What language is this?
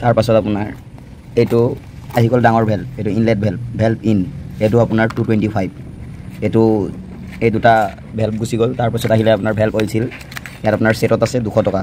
Assamese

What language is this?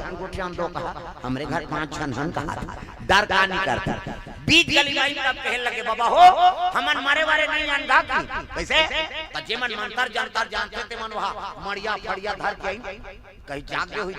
Chhattisgarhi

